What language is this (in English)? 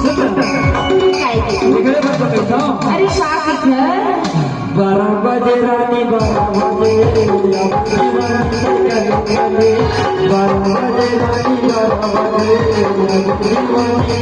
Chhattisgarhi